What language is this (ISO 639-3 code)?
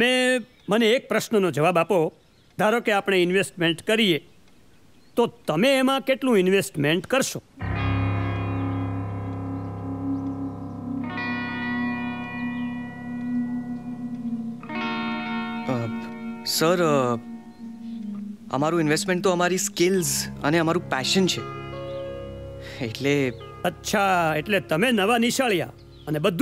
guj